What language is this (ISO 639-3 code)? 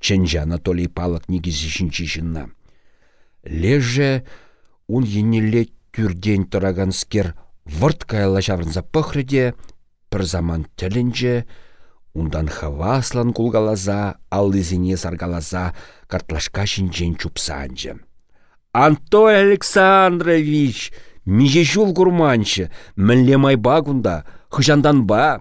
chv